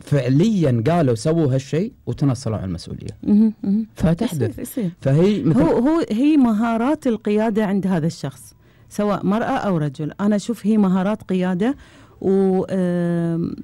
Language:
Gulf Arabic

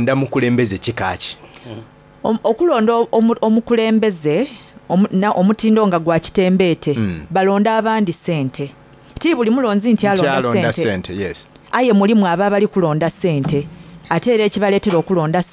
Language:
Soga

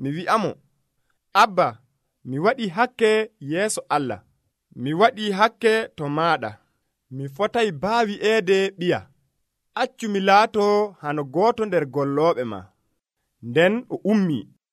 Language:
Nigerian Fulfulde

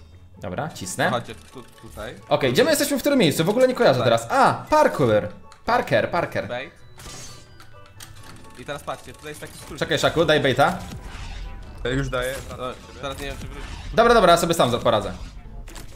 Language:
Polish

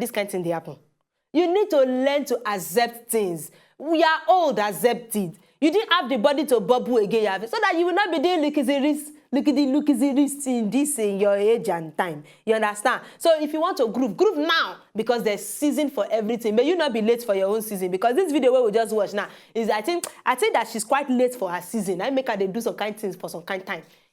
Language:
Nigerian Pidgin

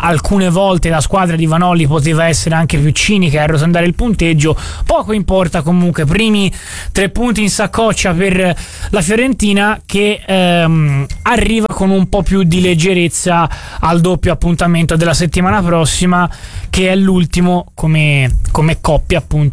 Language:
Italian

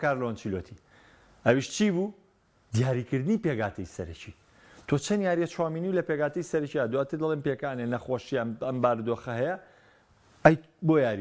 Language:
Central Kurdish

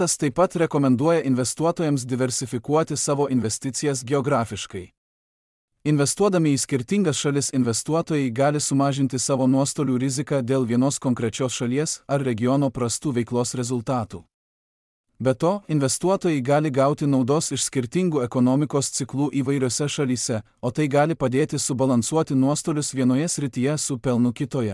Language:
Lithuanian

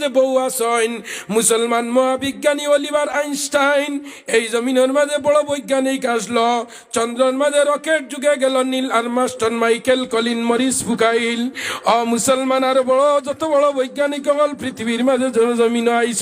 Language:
Sylheti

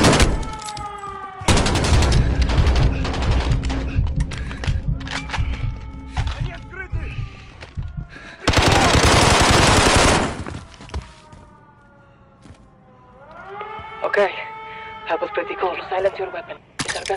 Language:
English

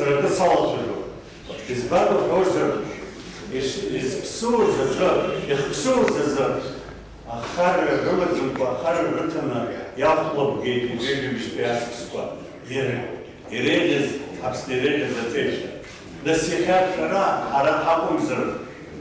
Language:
Abkhazian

